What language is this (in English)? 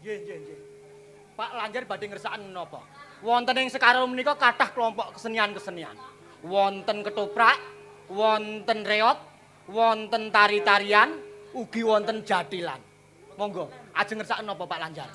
Javanese